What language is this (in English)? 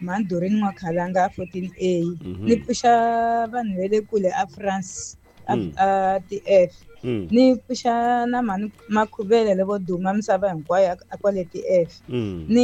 Tsonga